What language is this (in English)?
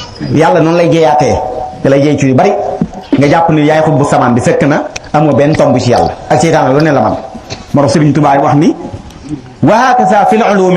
Wolof